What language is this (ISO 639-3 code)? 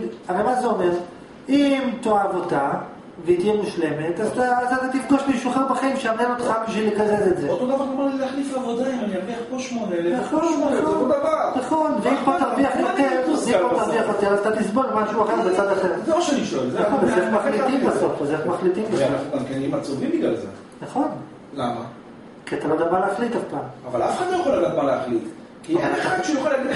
heb